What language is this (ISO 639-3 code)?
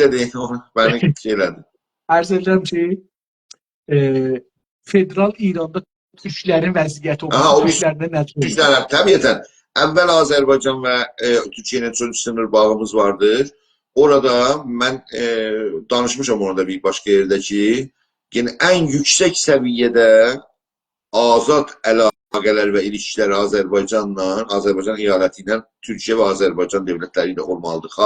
azb